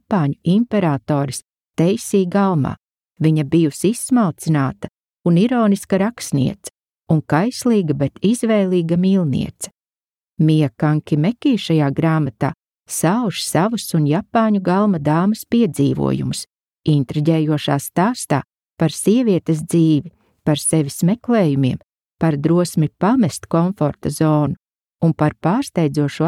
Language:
Latvian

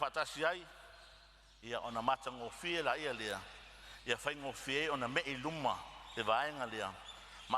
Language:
Samoan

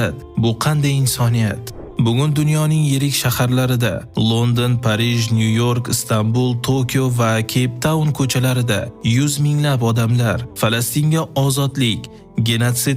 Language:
Uzbek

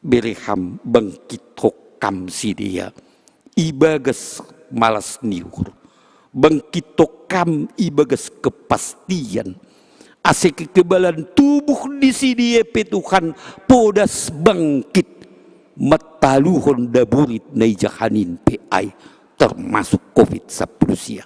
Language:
Batak Simalungun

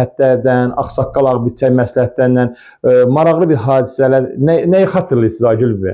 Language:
Azerbaijani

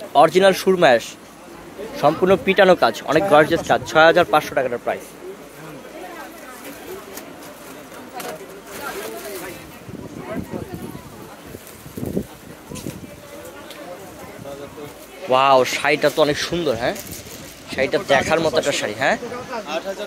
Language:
Bangla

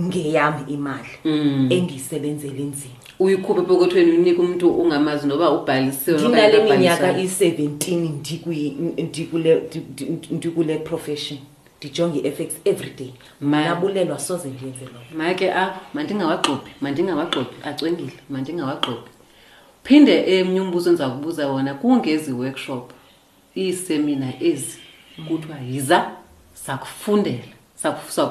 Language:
Xhosa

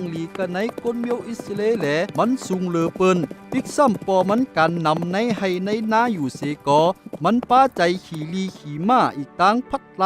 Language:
Shan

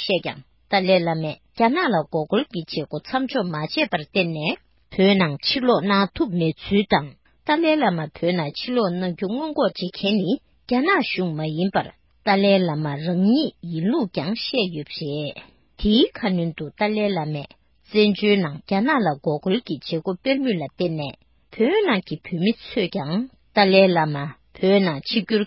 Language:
Tibetan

